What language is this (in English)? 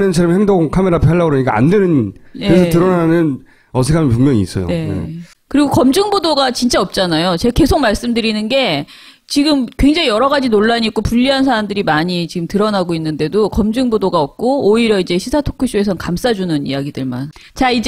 Korean